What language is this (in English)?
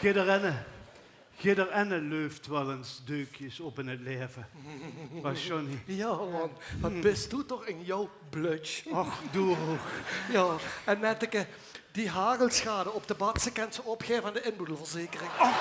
Limburgish